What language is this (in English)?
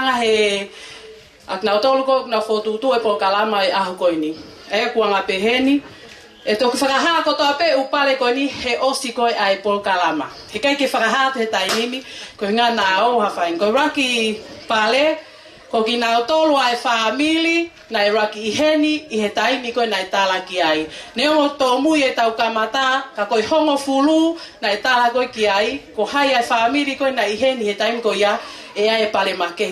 Tongan